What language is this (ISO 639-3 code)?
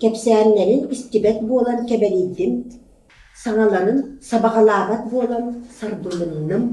sah